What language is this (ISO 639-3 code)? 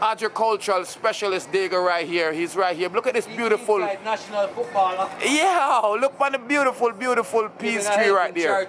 jam